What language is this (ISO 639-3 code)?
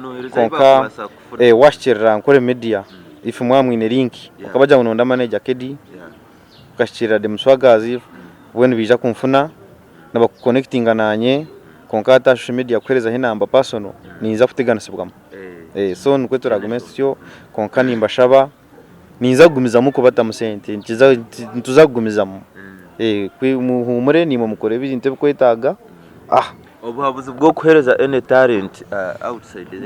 nyn